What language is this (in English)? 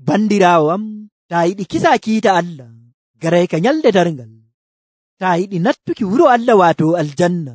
Nigerian Fulfulde